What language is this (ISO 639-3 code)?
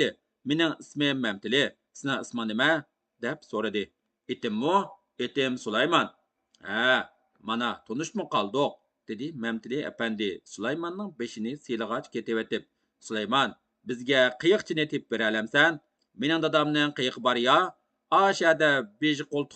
uig